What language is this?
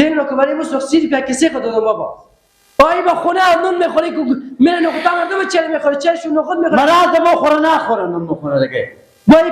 Persian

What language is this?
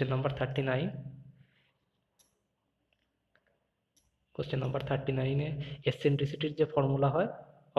Bangla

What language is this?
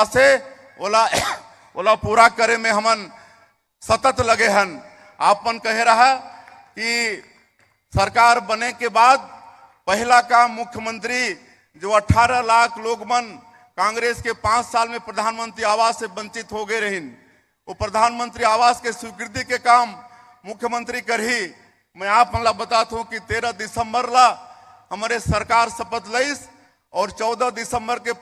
Chhattisgarhi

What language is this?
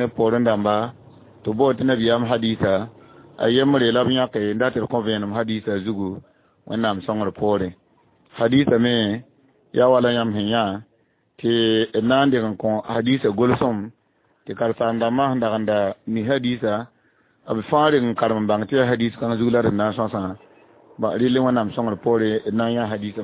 Mossi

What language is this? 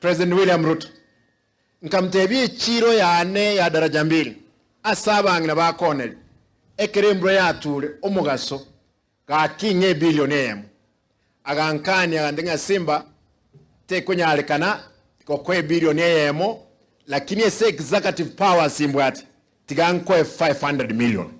Gusii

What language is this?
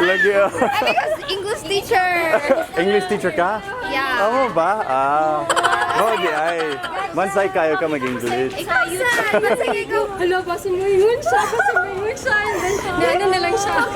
Cebuano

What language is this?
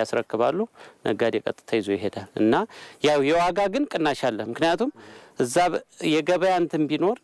Amharic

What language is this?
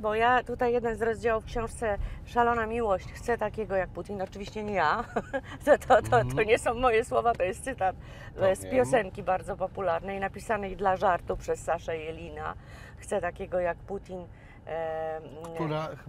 Polish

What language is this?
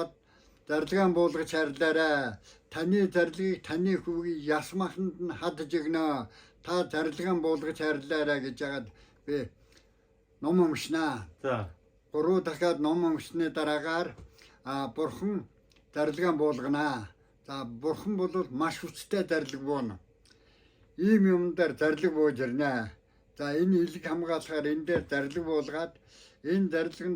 Mongolian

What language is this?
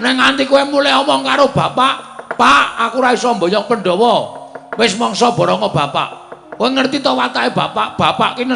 Javanese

